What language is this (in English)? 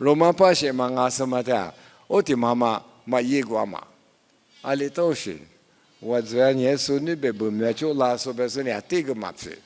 Lisu